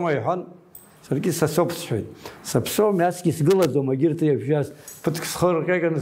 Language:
Abkhazian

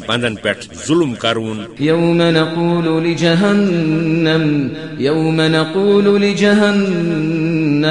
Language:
Kashmiri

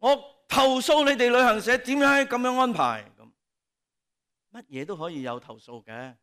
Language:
Cantonese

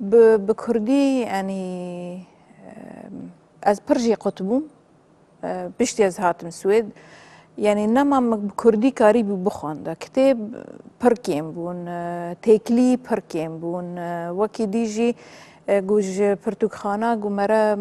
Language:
Kurdish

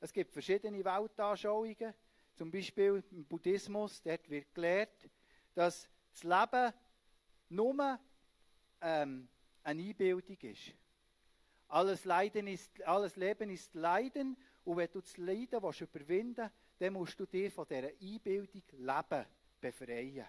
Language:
Swiss German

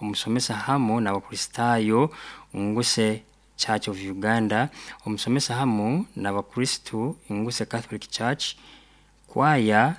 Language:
Nyoro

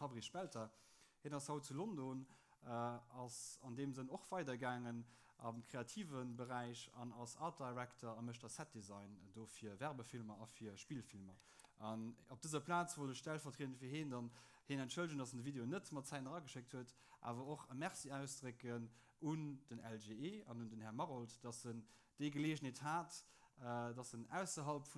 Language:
Luxembourgish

